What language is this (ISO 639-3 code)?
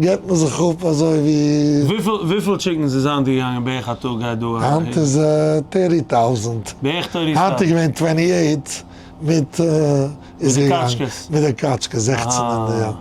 yid